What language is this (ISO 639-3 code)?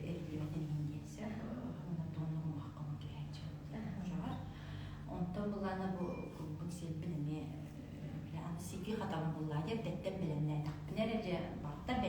sah